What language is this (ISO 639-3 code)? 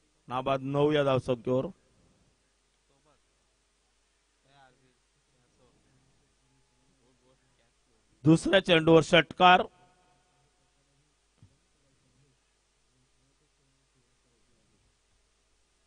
mar